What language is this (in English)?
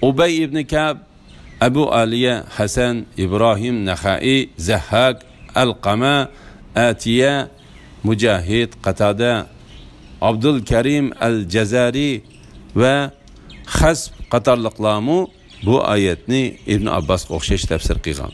Uyghur